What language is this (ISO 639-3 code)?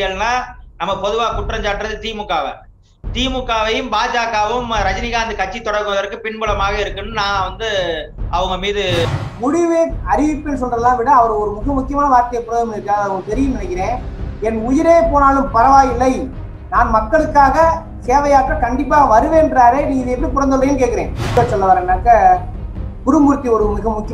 tam